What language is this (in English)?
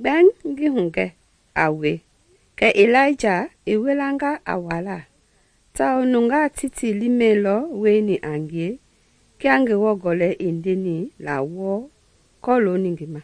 Mende